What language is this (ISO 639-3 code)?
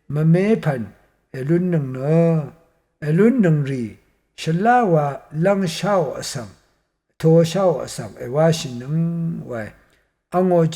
raw